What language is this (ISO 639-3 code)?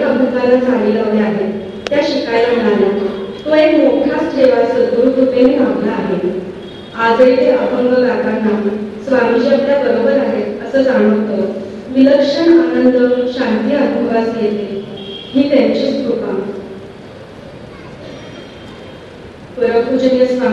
mar